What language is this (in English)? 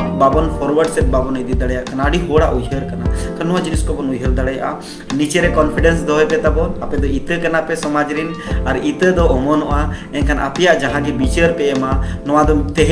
Santali